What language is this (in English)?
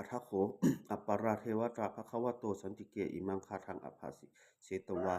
Pali